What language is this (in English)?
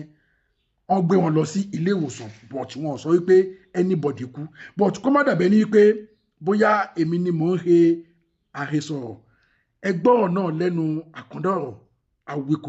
Yoruba